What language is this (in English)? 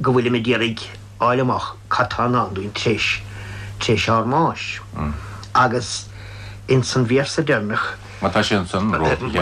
Irish